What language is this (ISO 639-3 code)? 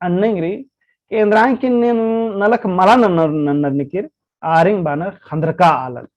kru